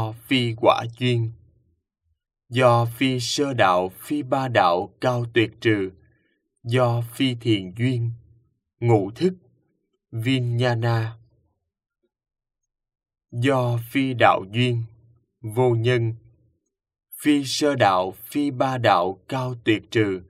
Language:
Vietnamese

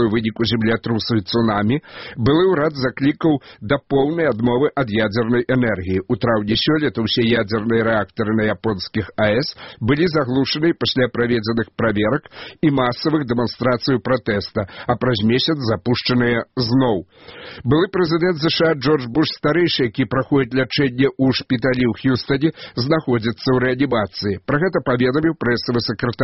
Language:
Belarusian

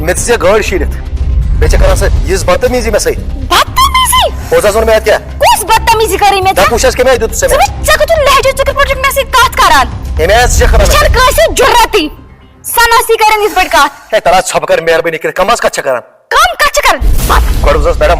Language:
Kashmiri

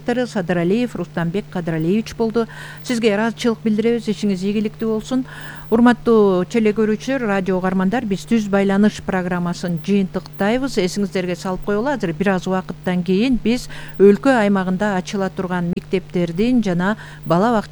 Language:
Kyrgyz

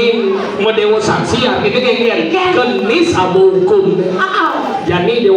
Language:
Balinese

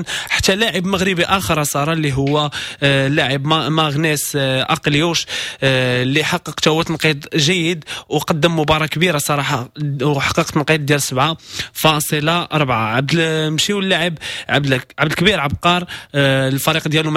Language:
Moroccan Arabic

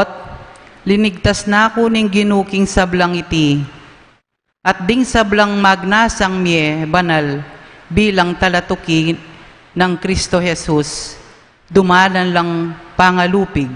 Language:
Pampanga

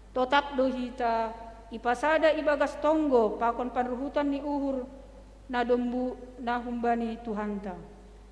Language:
Batak Simalungun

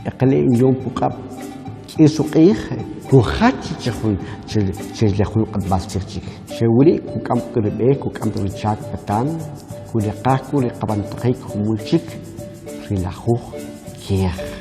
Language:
Kʼicheʼ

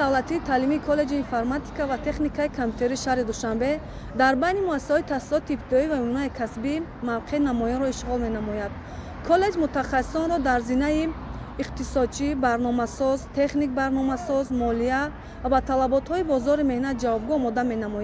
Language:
Tajik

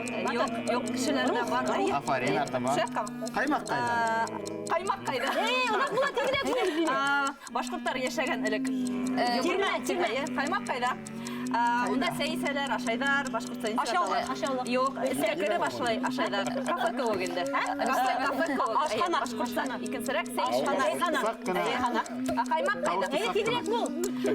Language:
Bashkir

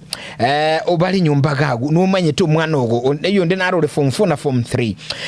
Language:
Gusii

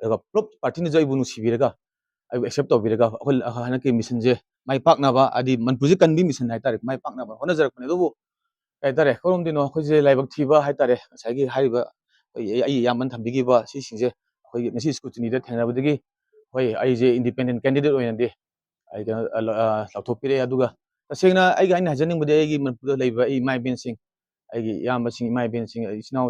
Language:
Manipuri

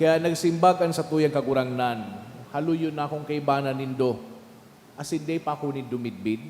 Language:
Bikol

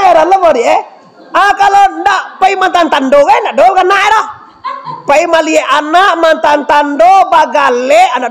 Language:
Minangkabau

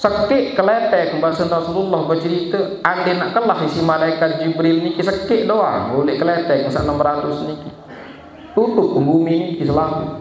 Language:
Sasak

